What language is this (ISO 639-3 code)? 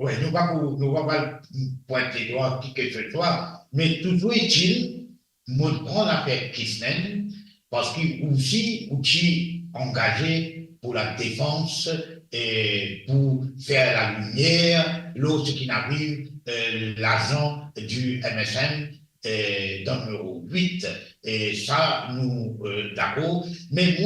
mfe